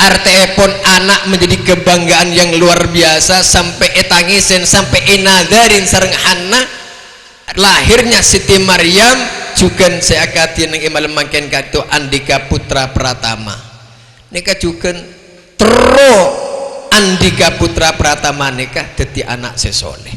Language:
Madurese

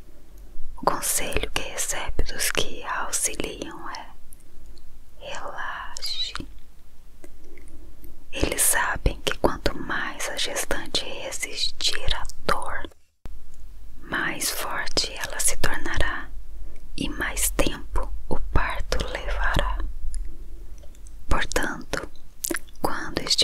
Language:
Portuguese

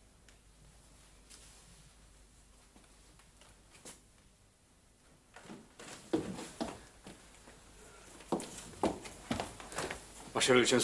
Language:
Slovak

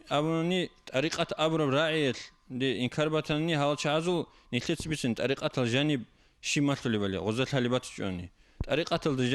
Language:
Avaric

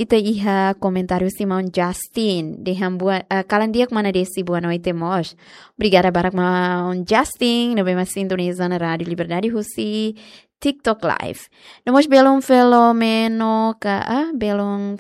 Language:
Tetum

